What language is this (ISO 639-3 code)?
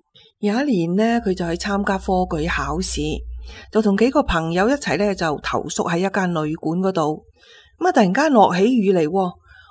yue